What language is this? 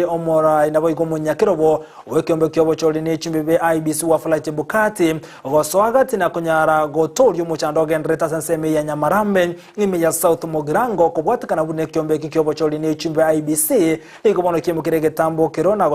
Gusii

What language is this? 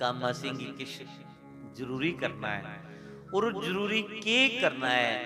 Dogri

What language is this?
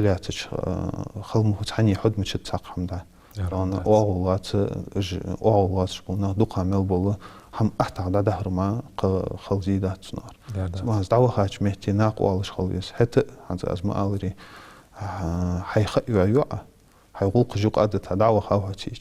Ingush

